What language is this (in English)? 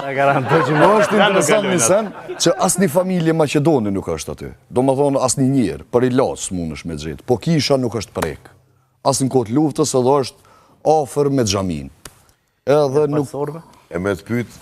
Albanian